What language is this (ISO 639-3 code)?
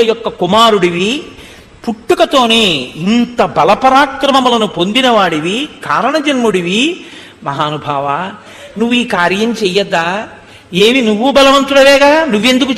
tel